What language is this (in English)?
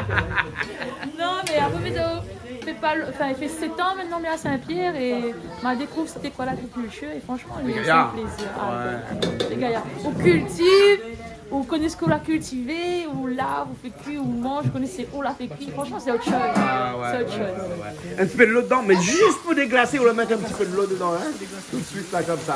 Réunion Creole French